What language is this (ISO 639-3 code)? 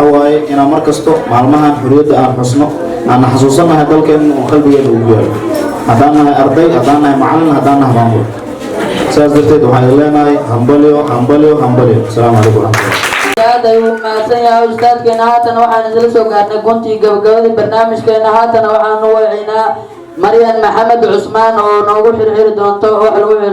som